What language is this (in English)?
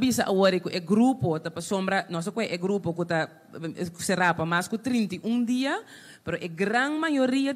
Papiamento